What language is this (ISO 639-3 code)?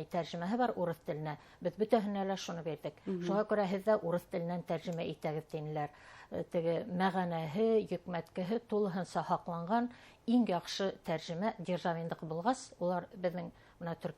bak